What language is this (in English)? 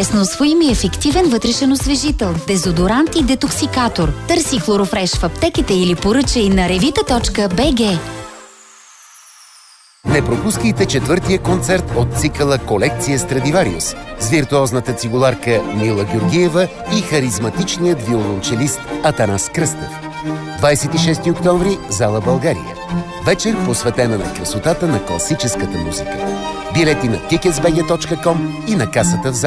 Bulgarian